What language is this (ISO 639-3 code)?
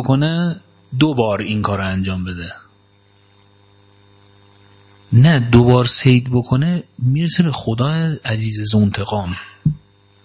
fas